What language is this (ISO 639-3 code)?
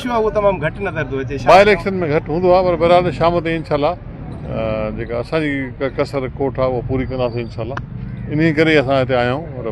snd